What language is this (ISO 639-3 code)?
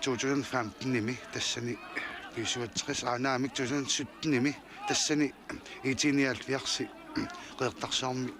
kal